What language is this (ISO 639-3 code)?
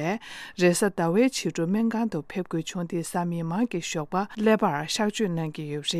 bod